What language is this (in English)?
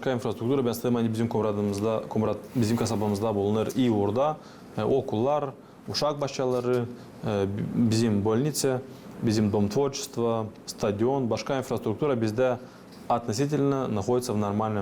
Gagauz